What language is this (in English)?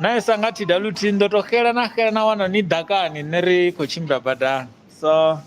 Venda